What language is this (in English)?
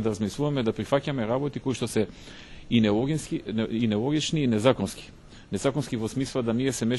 Macedonian